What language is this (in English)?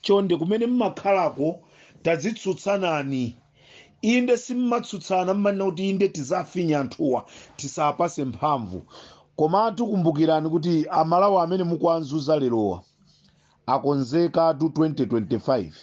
Nyanja